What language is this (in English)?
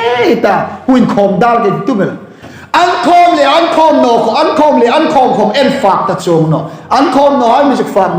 Hmar